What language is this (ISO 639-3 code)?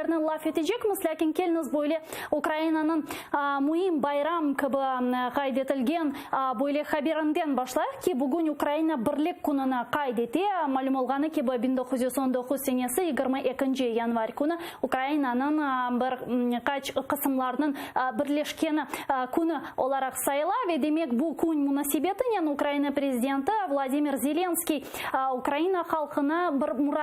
crh